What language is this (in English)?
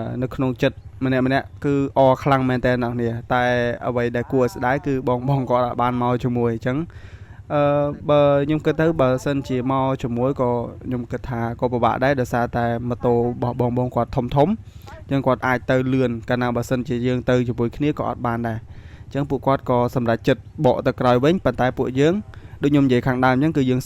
Khmer